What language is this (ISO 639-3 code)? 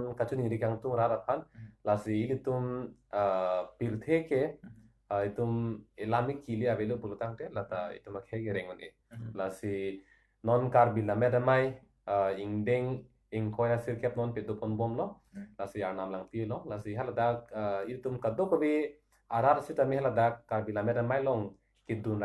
mjw